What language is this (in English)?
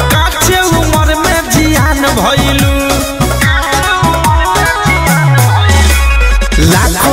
Bhojpuri